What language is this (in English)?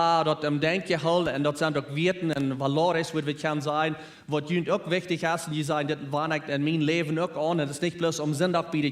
Plautdietsch